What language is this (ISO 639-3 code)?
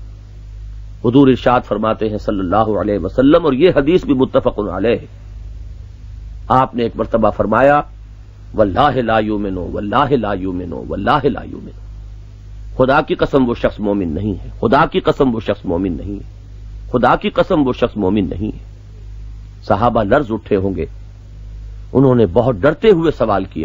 urd